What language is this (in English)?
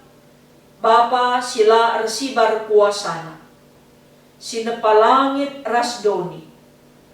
Batak Karo